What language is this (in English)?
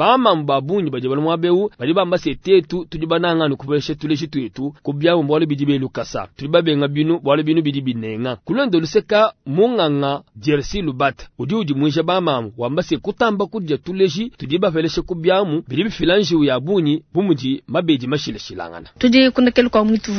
Luba-Lulua